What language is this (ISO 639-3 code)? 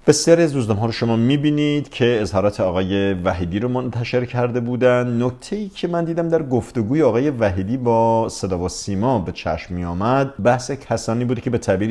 fas